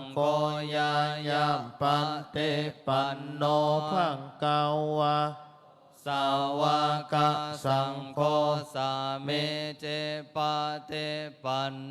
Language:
Pali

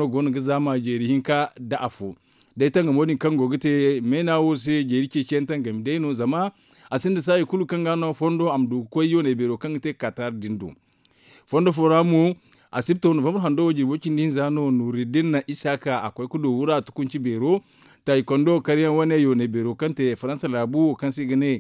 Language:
Zarma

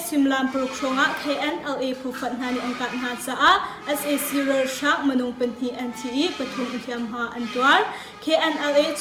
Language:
Hakha Chin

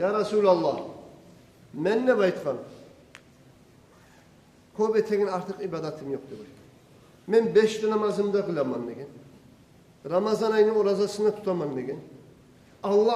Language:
Kumyk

